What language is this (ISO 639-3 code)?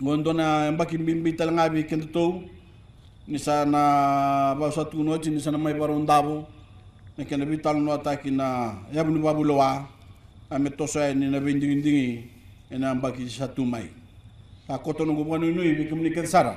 fij